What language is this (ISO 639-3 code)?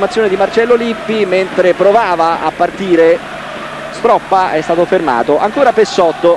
ita